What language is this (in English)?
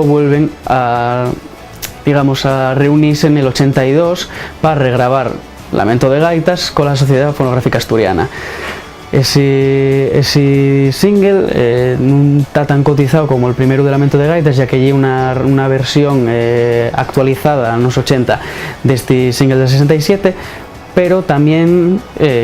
Asturian